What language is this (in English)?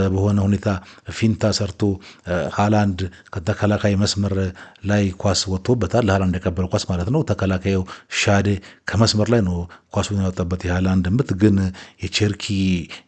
Amharic